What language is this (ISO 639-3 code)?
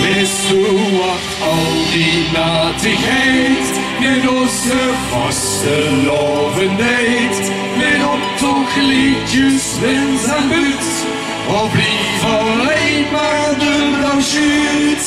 lim